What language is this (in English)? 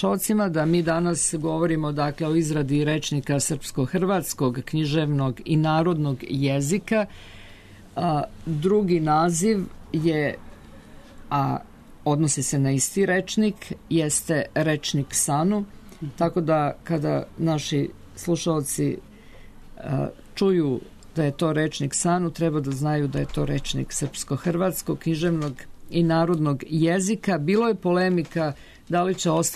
Serbian